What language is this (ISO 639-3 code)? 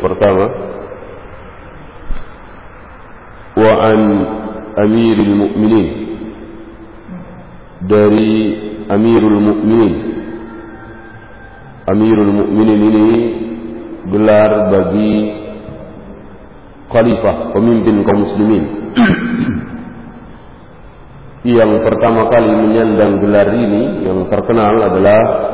ind